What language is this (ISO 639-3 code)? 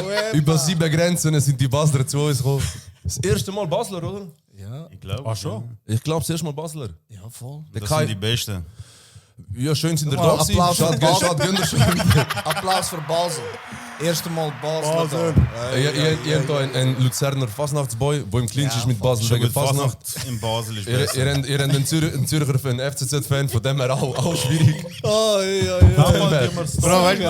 gsw